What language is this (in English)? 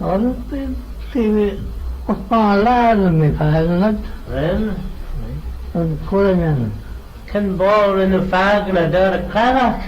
Manx